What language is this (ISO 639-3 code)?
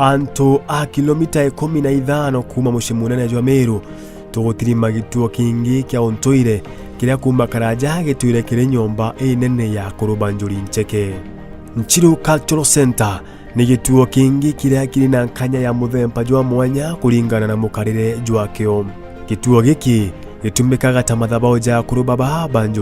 mer